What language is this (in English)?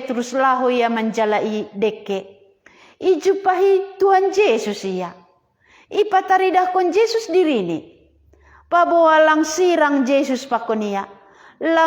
Batak Simalungun